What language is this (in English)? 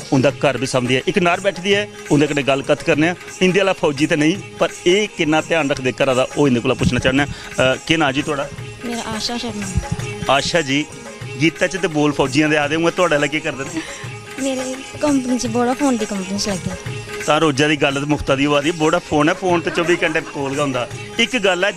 Dogri